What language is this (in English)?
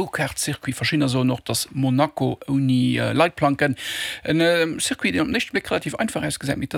Luxembourgish